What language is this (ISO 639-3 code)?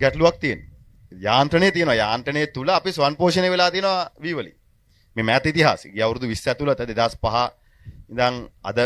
sin